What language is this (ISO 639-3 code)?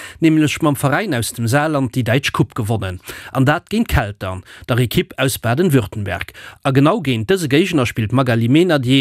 ltz